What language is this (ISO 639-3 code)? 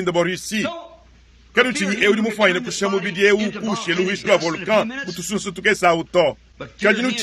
lua